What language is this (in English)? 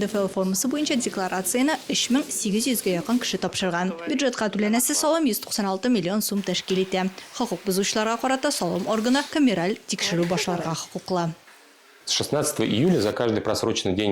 Tatar